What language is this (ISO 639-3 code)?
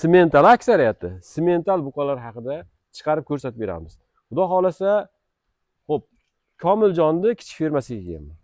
uzb